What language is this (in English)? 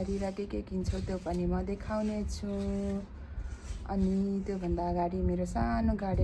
Nepali